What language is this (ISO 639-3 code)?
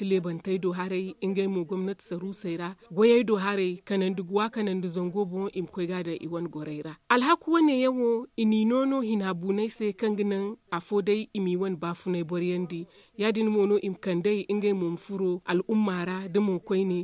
dje